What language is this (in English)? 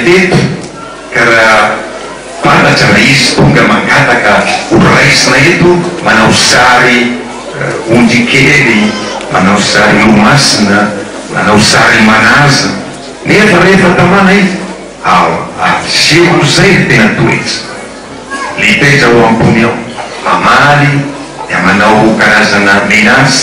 Malagasy